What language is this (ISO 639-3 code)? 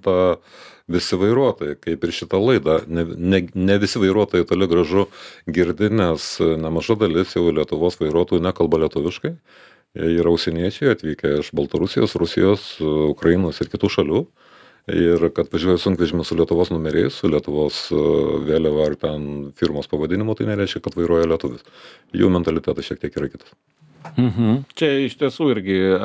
lit